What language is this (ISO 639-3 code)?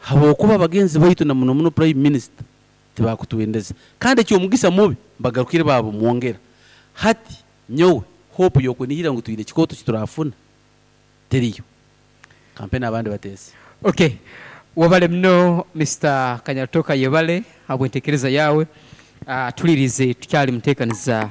nyn